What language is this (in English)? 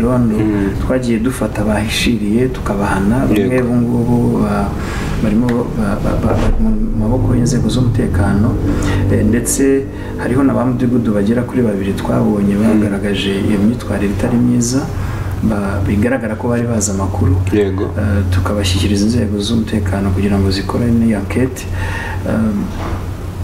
Kinyarwanda